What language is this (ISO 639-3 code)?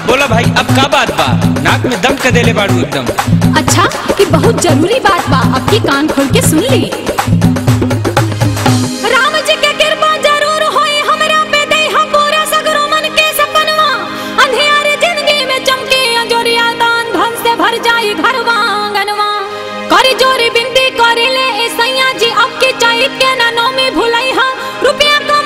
bho